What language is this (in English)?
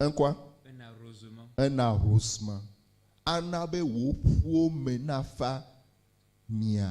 Ewe